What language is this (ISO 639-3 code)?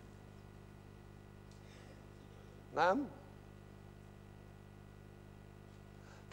hun